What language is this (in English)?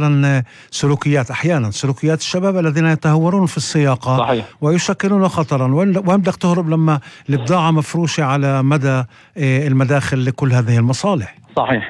North Levantine Arabic